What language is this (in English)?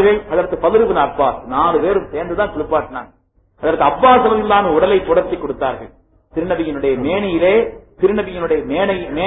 Tamil